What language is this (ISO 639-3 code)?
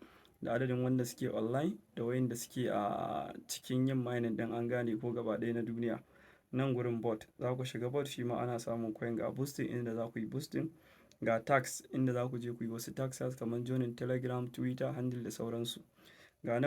hau